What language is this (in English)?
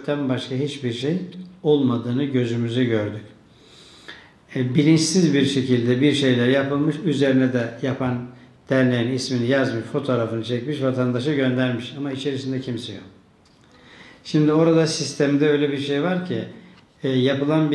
Turkish